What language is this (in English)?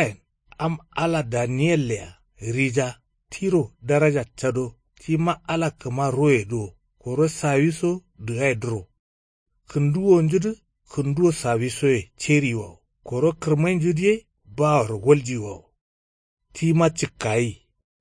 Kanuri